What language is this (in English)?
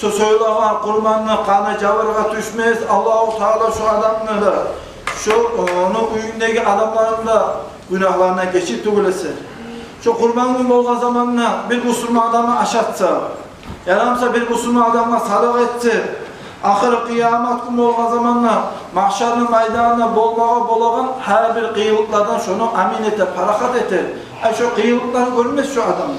Kumyk